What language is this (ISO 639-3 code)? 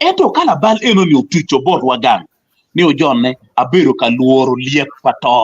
ach